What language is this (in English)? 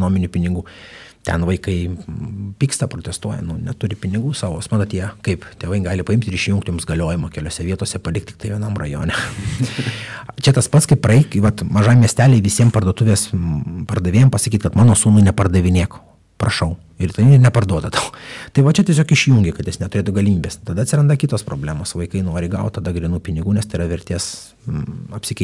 Lithuanian